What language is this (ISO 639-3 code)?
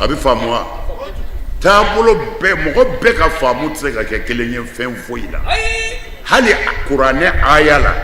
bam